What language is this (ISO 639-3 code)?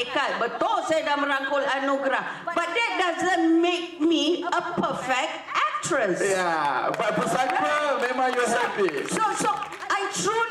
msa